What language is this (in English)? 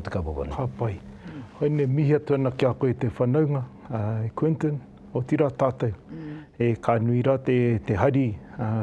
Māori